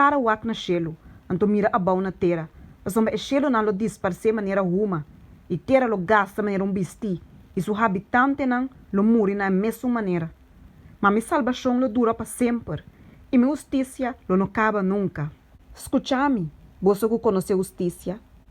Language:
Papiamento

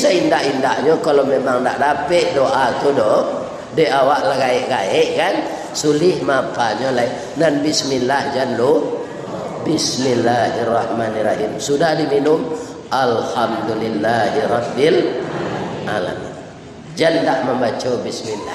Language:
Minangkabau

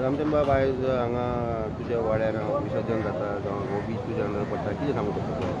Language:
Konkani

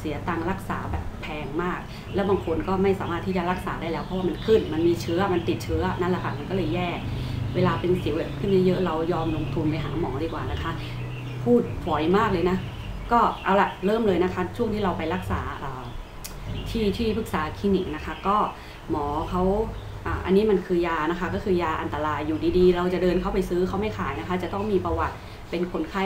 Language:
Thai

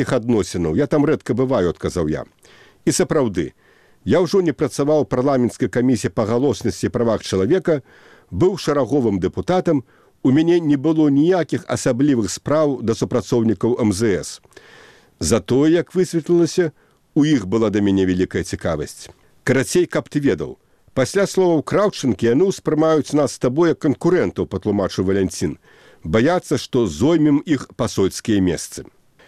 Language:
Belarusian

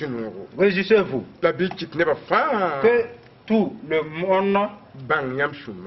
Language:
Mossi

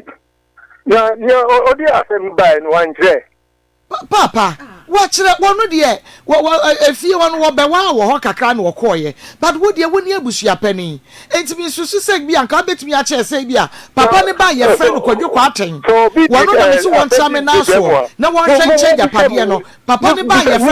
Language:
Akan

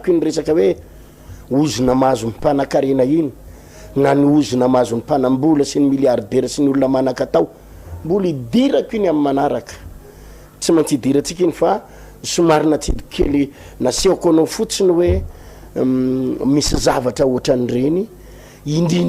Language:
Malagasy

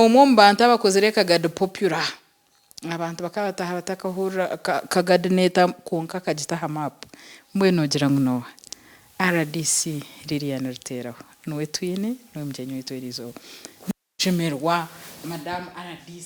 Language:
Nyankole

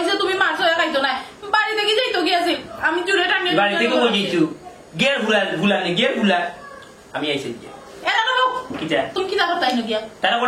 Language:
Sylheti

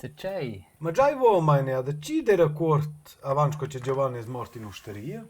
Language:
Romansh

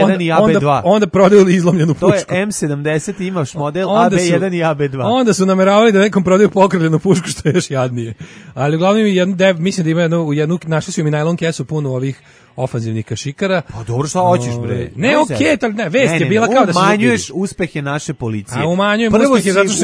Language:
Serbian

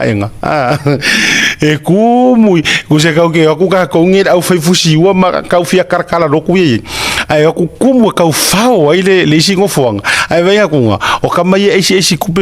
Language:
Samoan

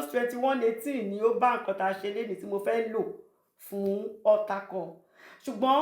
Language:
Yoruba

